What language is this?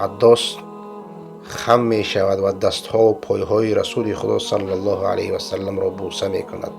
Persian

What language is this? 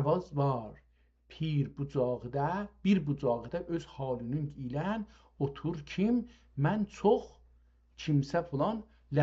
South Azerbaijani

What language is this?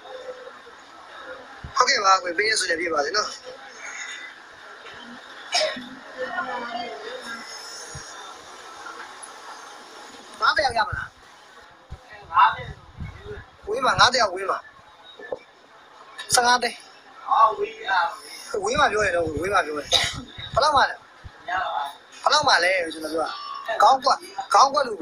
Burmese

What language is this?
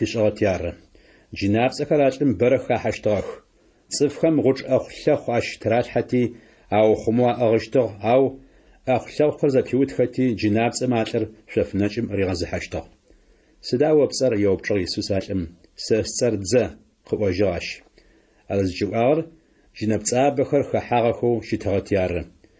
Adyghe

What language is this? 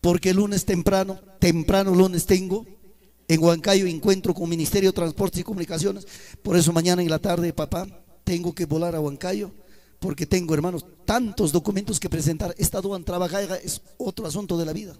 Ayacucho Quechua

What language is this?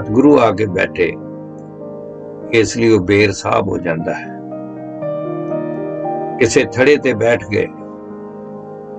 Punjabi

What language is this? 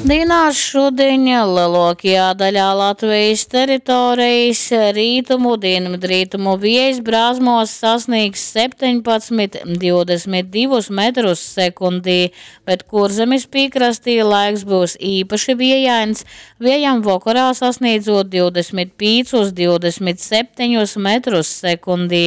Latgalian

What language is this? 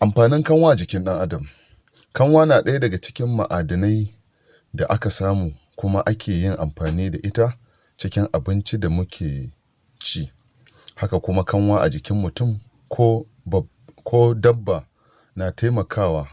Hausa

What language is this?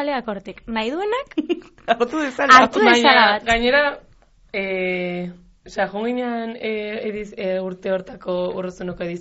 Basque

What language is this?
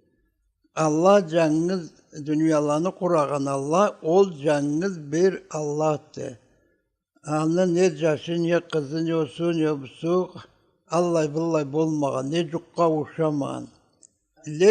Karachay-Balkar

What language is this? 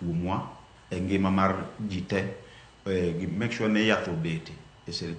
Luo (Kenya and Tanzania)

